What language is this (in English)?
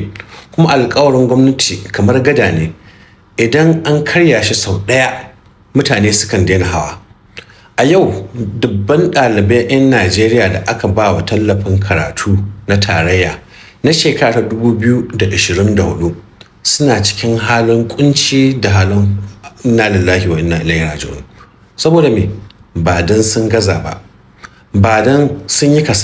Hausa